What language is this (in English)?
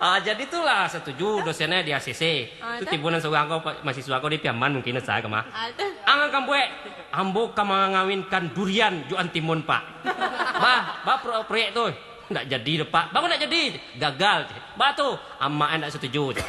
Minangkabau